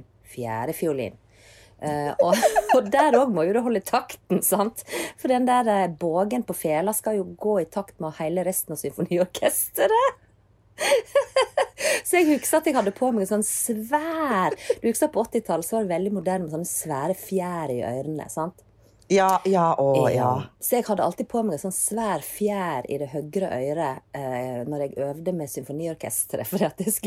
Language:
Norwegian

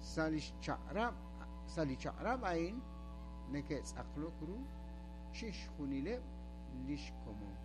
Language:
Kekchí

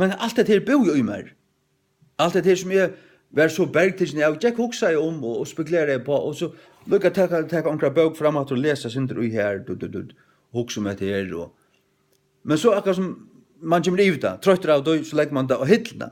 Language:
Faroese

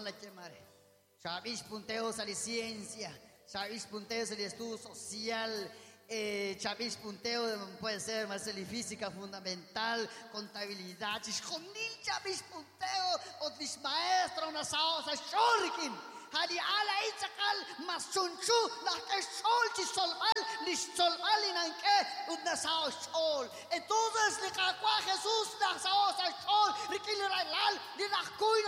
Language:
Kekchí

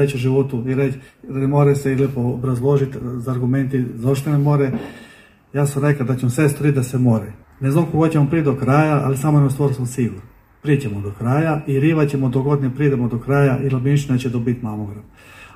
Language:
Croatian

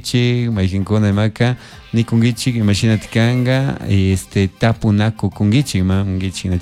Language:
Chimborazo Highland Quichua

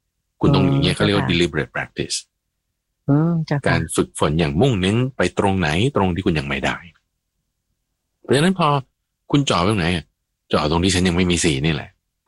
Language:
Thai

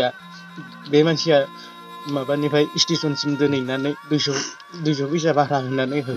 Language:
Bodo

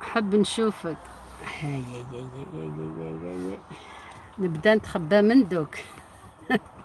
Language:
Algerian Arabic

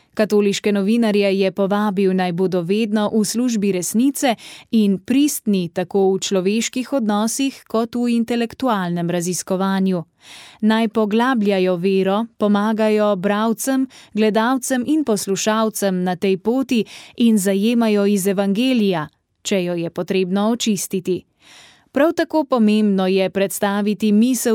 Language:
Slovenian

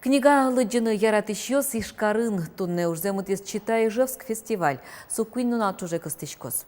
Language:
Udmurt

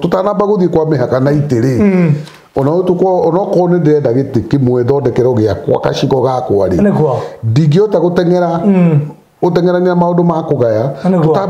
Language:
Kikuyu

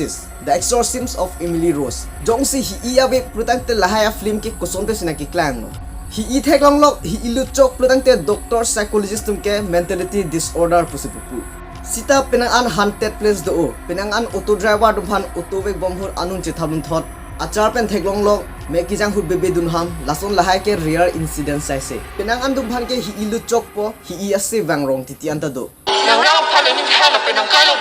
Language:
Karbi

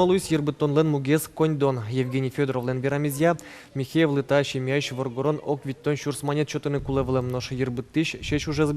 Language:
Udmurt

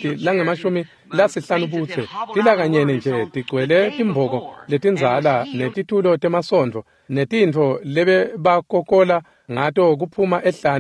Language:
Swati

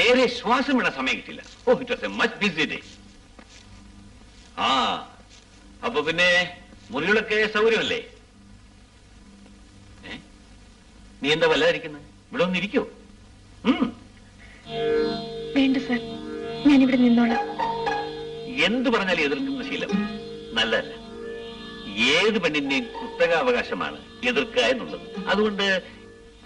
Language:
Malayalam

